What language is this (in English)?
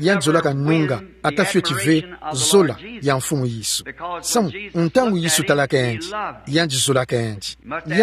Kituba (Democratic Republic of Congo)